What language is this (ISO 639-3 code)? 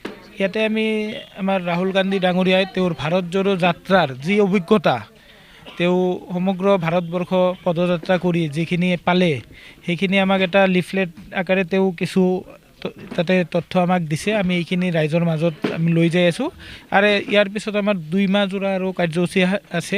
asm